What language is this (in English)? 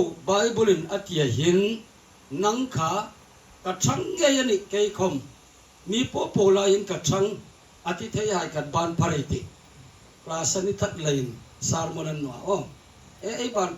Hmar